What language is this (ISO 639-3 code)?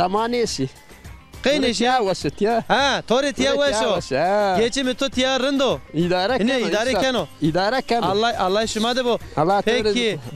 zza